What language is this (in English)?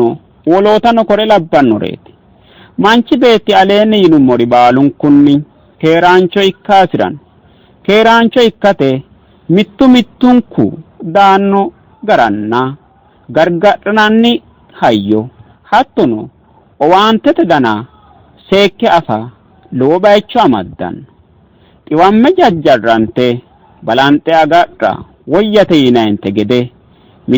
Sidamo